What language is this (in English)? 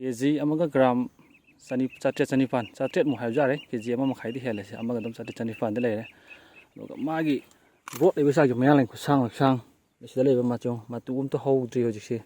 Manipuri